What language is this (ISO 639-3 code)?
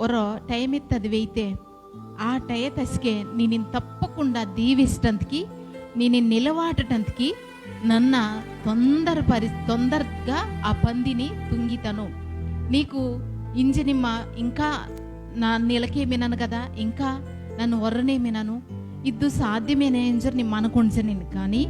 kff